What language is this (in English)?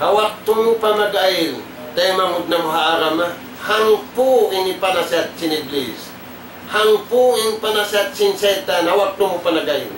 Tausug